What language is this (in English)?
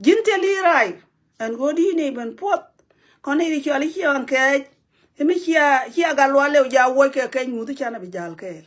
Nuer